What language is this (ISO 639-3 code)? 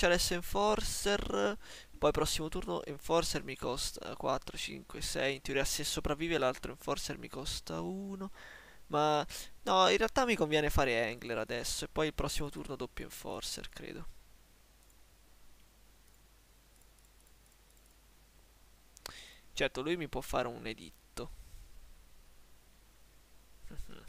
ita